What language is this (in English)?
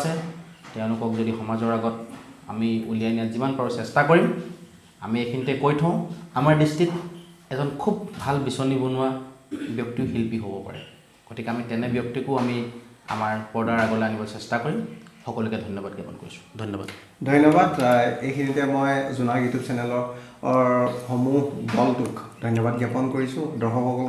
Assamese